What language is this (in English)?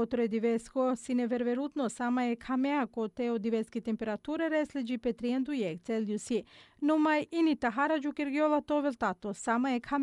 Bosnian